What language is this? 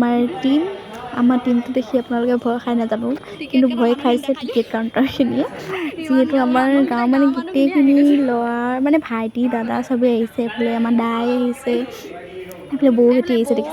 Assamese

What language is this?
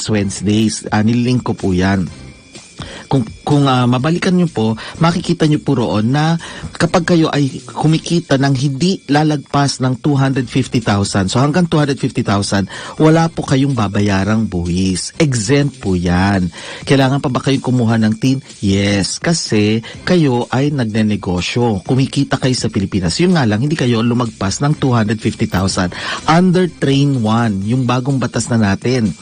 Filipino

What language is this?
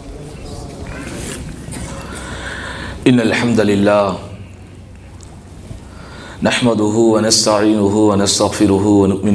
Tamil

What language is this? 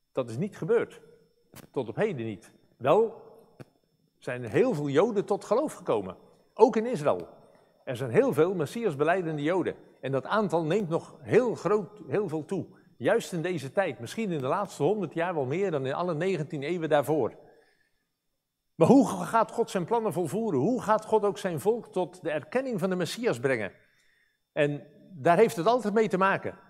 Dutch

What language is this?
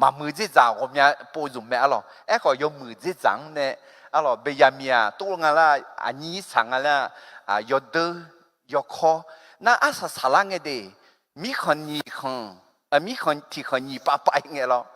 Akha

